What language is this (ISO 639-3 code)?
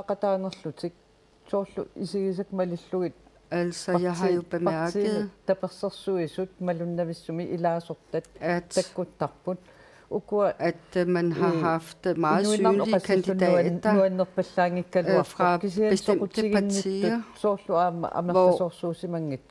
kal